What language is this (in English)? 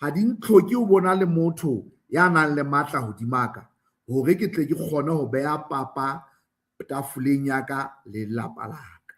Southern Sotho